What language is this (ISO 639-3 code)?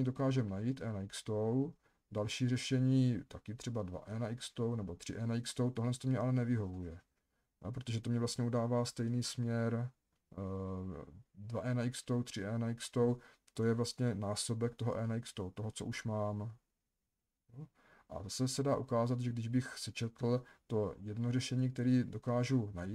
ces